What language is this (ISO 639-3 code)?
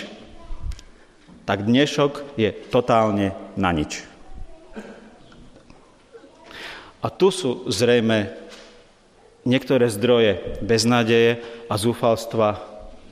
slk